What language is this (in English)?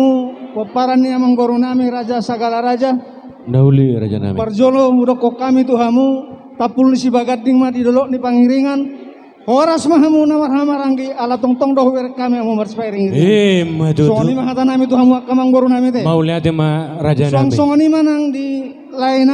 Batak Toba